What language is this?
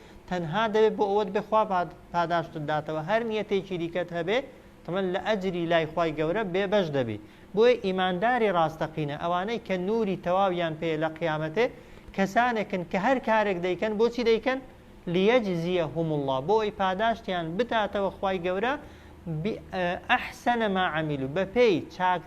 Central Kurdish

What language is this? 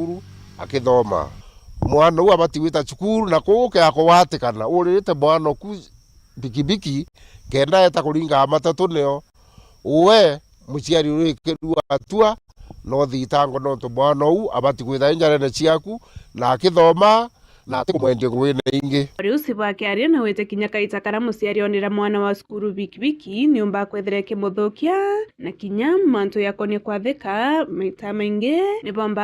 Meru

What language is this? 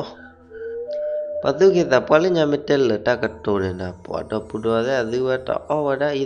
S'gaw Karen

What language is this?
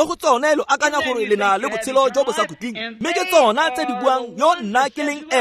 Tswana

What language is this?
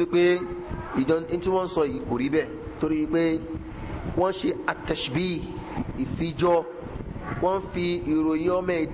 Yoruba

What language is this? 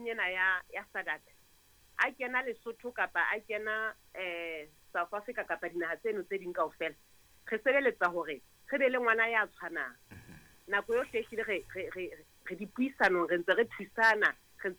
Southern Sotho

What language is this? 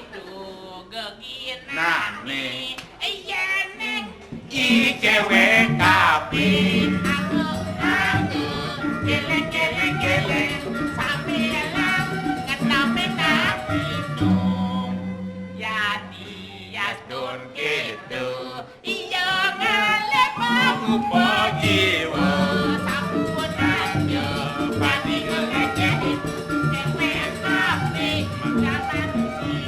Balinese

